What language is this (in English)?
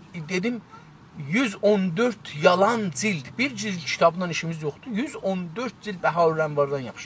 South Azerbaijani